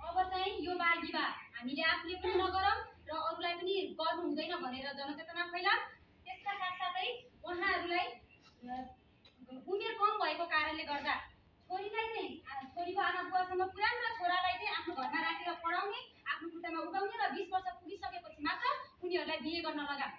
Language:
Nepali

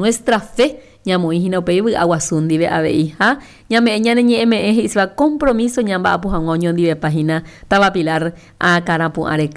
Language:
Guarani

